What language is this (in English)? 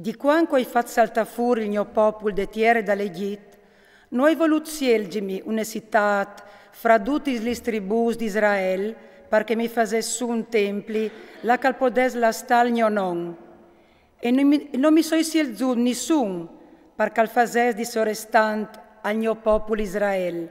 Friulian